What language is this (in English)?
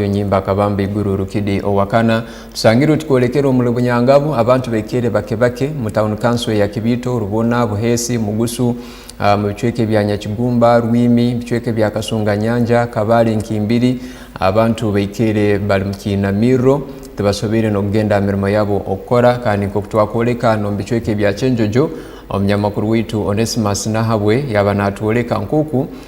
Tooro